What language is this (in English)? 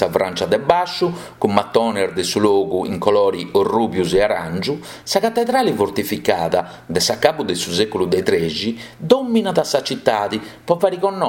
Sardinian